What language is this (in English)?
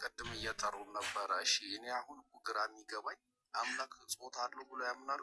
Amharic